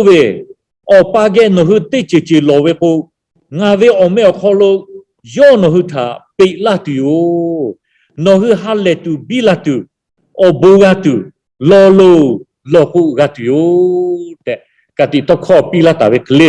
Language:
Lahu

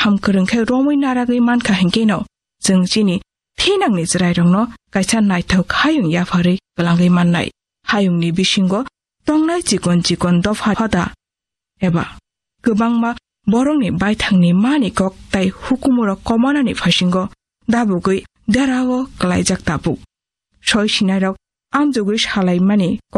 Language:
Kok Borok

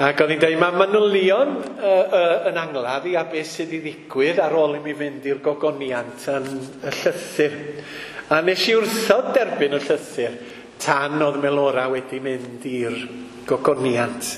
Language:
Welsh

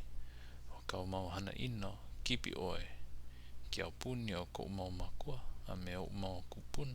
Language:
Hawaiian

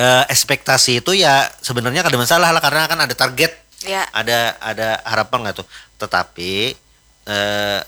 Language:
Banjar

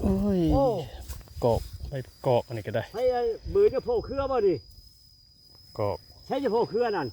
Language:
Northeastern Thai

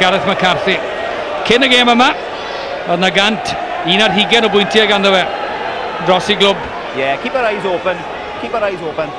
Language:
Welsh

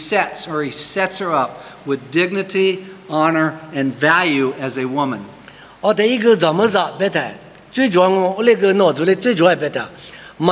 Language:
Lisu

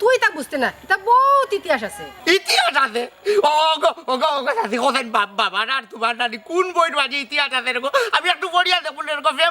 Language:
Sylheti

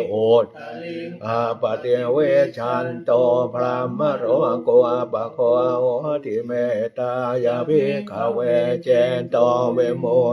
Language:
Pali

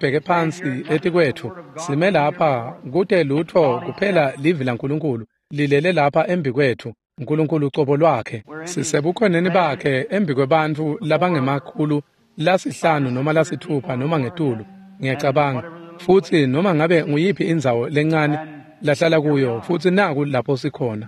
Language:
Swati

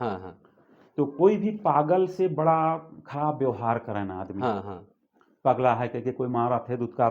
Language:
Sadri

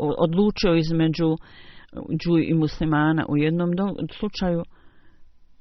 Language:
Bosnian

